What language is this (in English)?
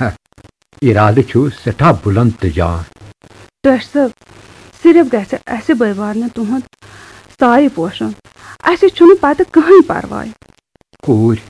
Kashmiri